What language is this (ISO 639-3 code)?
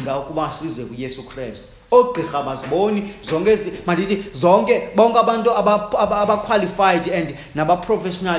xho